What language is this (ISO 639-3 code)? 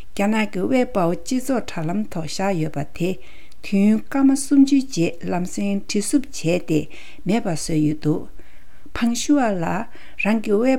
bod